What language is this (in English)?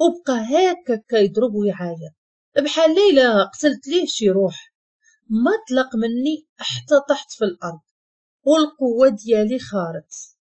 Moroccan Arabic